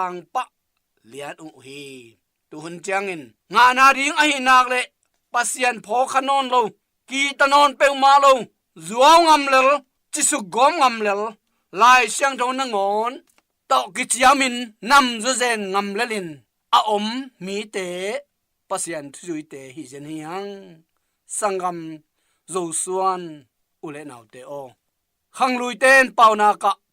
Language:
Tedim Chin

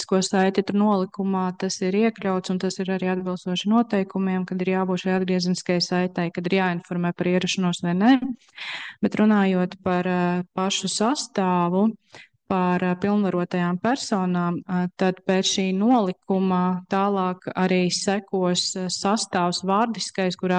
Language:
Latvian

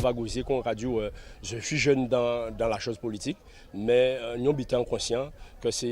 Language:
Guadeloupean Creole French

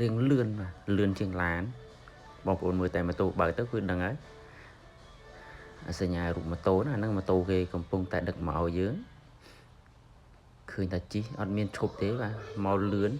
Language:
Khmer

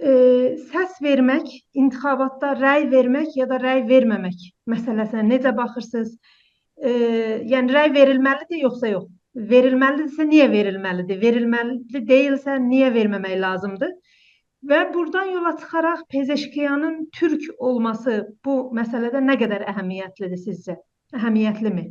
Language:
South Azerbaijani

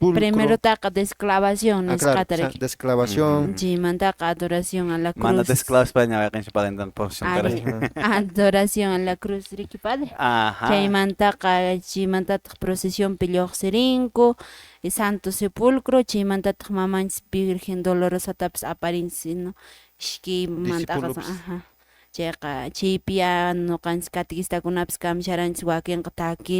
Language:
Quechua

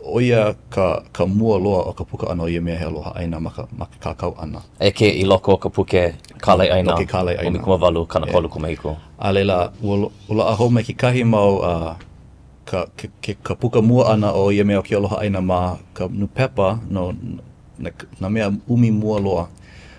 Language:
Hawaiian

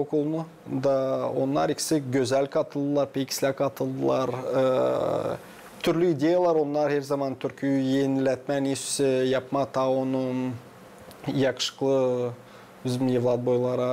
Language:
Gagauz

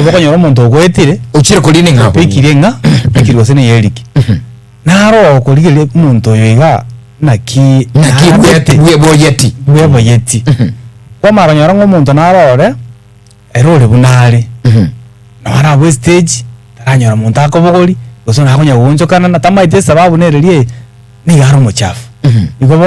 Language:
Gusii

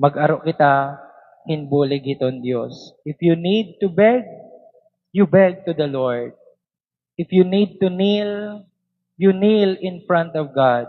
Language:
Waray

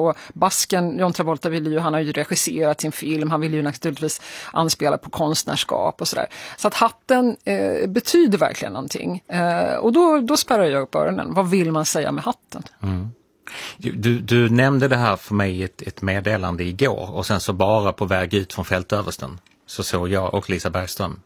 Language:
Swedish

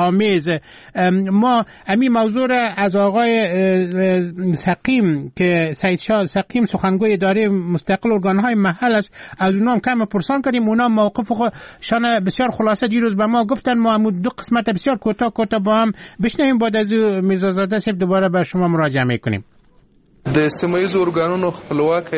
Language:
Persian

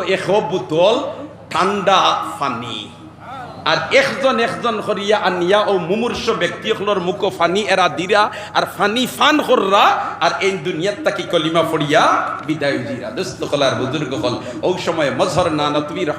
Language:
Sylheti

